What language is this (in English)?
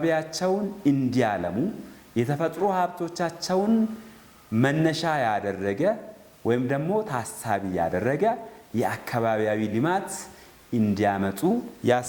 Amharic